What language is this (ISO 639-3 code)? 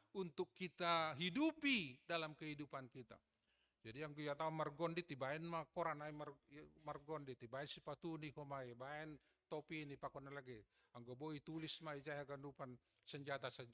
bts